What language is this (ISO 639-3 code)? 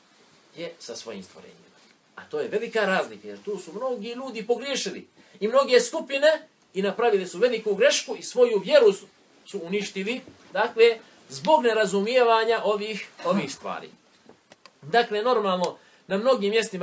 bos